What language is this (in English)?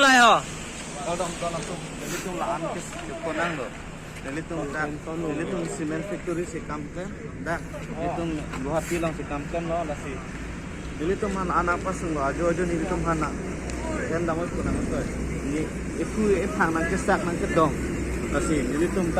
Karbi